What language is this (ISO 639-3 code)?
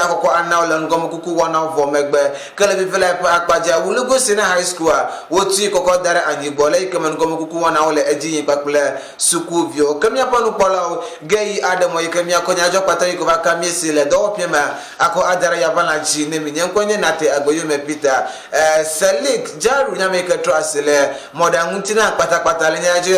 ewe